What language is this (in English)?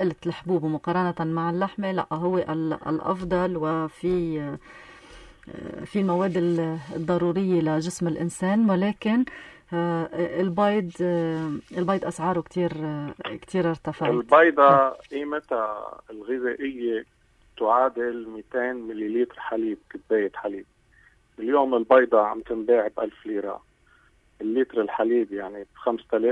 North Levantine Arabic